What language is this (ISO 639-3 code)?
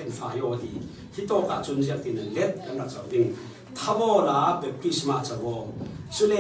cfm